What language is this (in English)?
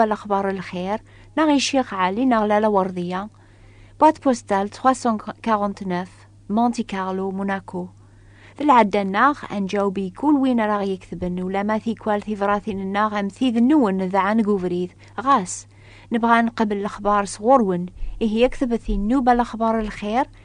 Kabyle